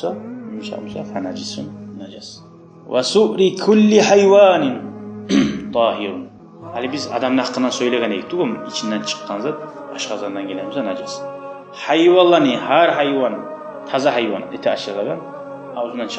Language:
Kumyk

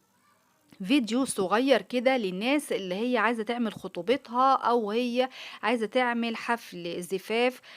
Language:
Egyptian Arabic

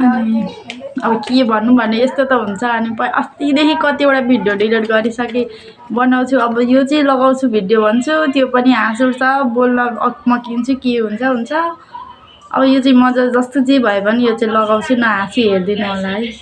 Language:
Nepali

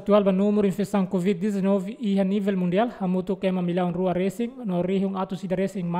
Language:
Tetum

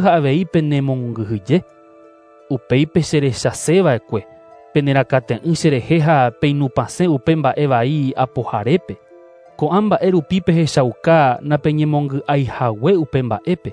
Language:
Guarani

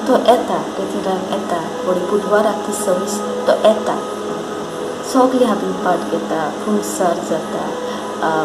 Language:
Konkani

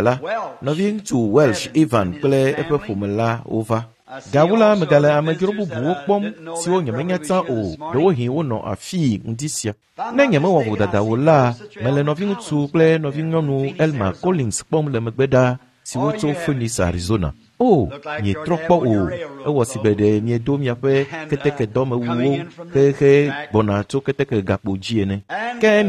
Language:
Ewe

